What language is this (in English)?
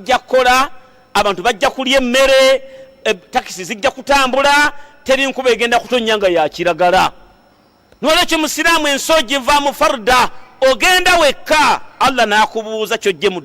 Ganda